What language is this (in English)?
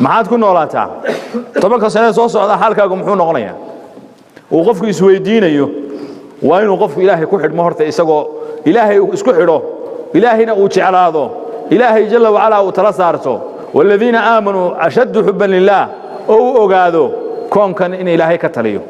Somali